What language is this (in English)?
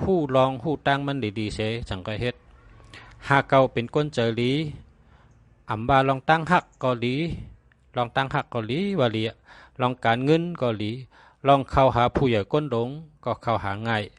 Shan